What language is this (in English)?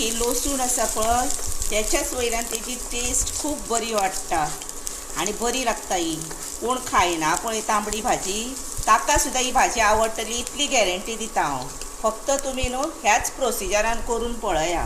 Konkani